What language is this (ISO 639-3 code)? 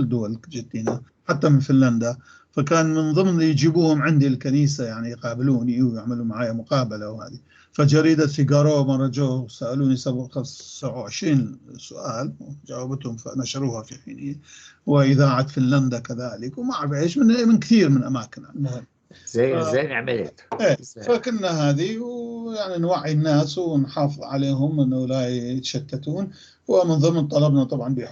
apc